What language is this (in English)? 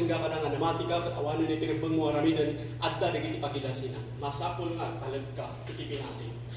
Iloko